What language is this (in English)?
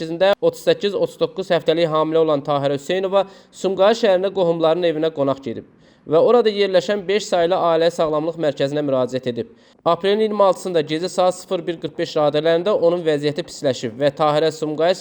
Azerbaijani